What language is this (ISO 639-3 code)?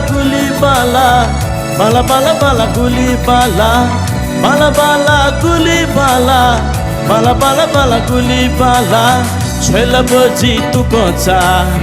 new